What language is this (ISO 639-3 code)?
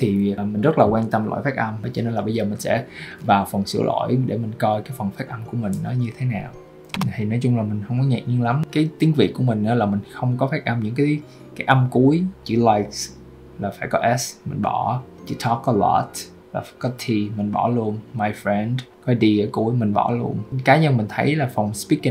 vie